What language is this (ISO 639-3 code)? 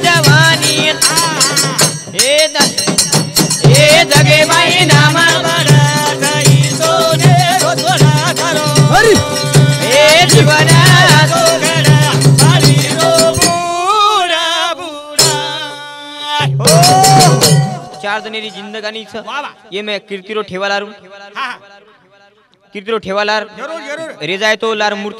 lmn